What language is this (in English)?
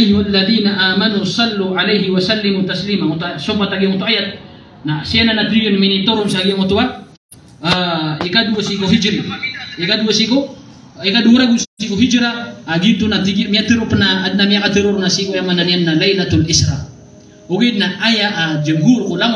Maranao